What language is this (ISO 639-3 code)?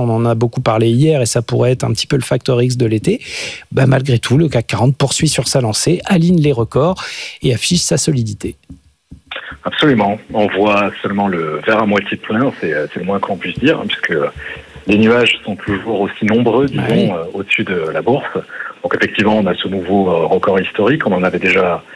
fra